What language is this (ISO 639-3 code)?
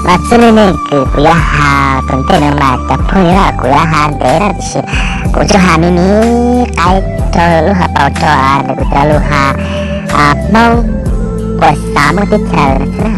hmn